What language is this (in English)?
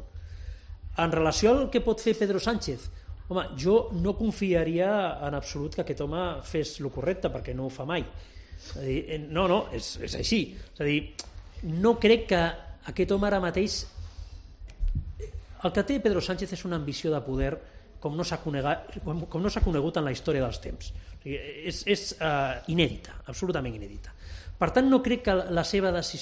Catalan